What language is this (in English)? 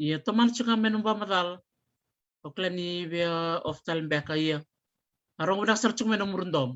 Fijian